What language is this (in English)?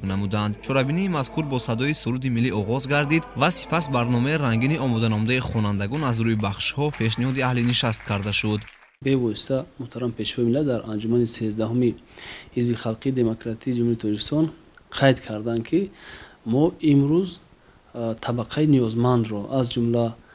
Tajik